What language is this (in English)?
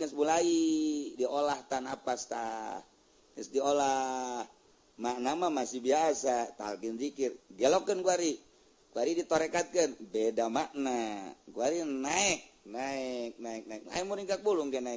Sundanese